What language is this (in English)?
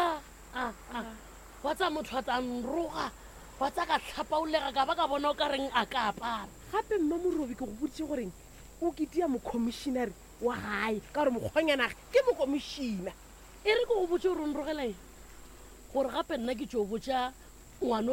Northern Sotho